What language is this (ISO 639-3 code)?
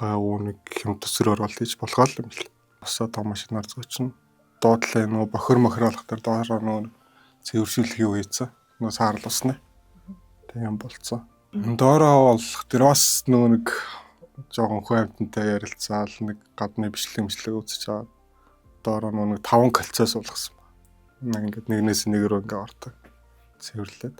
mon